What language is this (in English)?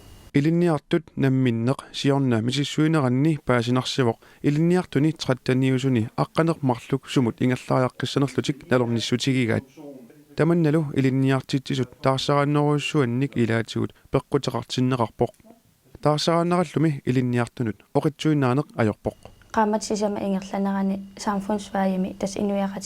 Kalaallisut